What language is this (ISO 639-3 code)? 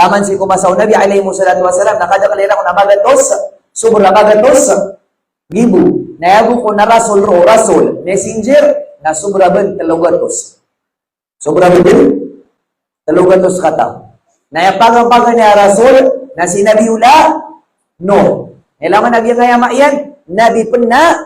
mrw